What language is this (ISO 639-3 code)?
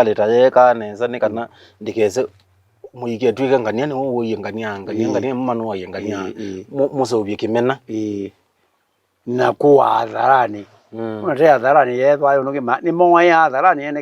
kam